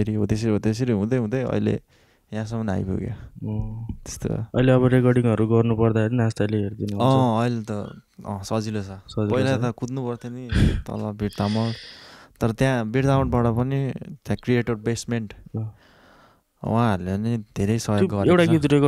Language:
Nepali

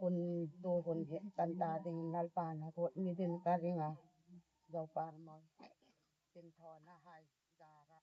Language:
Hmar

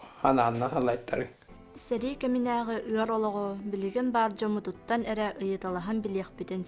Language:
Yakut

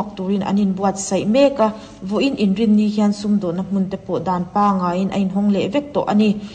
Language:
Mizo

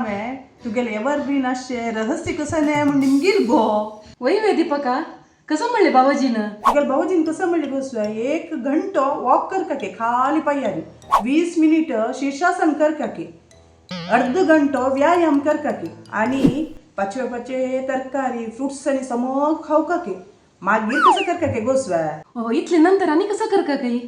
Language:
Konkani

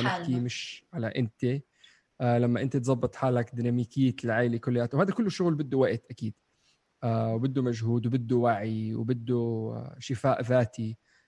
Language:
North Levantine Arabic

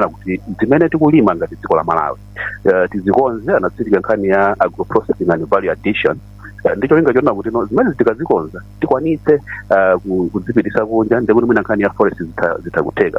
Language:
Nyanja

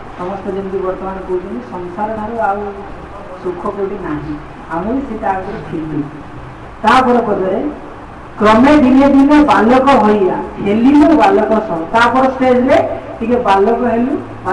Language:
Odia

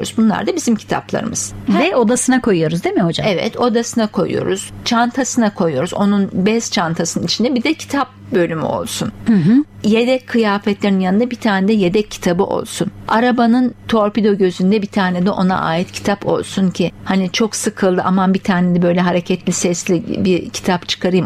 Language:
Turkish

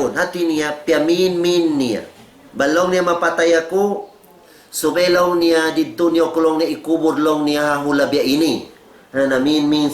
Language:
Tausug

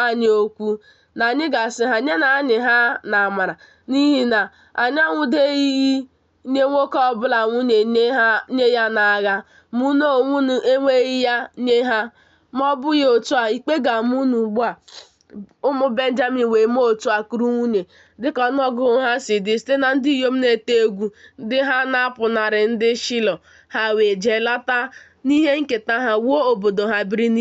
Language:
Igbo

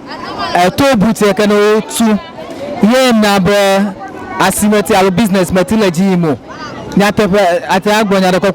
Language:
Ewe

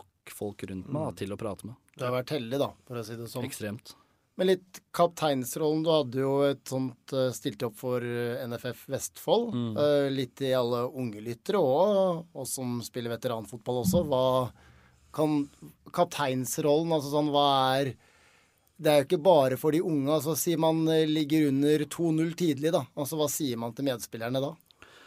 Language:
Norwegian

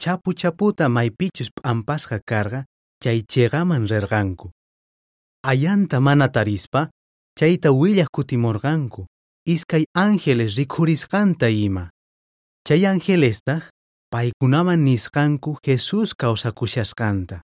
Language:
South Bolivian Quechua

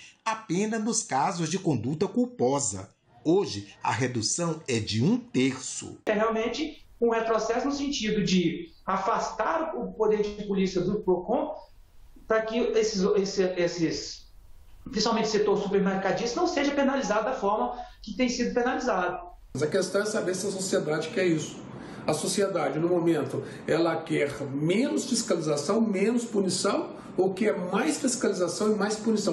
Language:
Portuguese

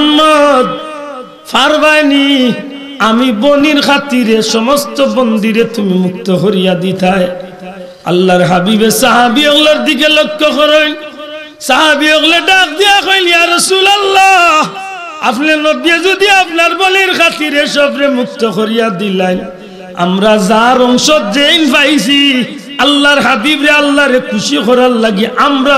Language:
Sylheti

